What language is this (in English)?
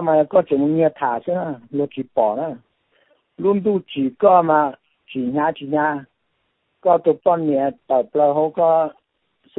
Hmong